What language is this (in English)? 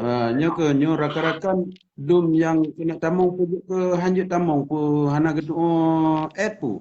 Achinese